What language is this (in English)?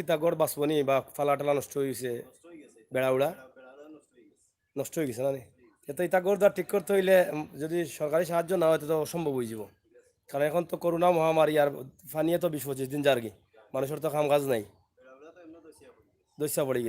Sylheti